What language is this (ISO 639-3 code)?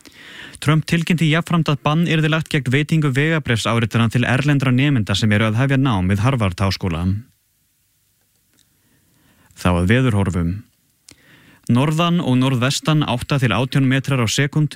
isl